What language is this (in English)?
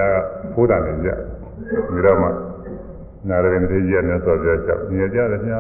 Burmese